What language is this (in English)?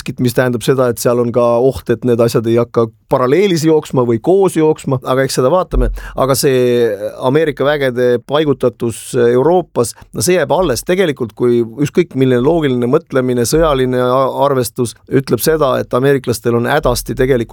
Estonian